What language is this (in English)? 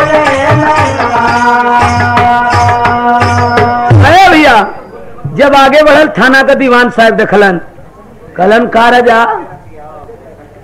Bhojpuri